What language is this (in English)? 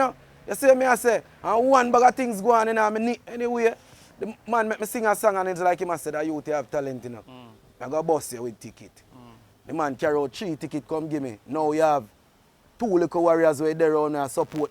Jamaican Creole English